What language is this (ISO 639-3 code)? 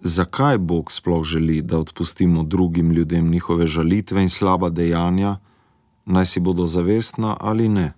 slv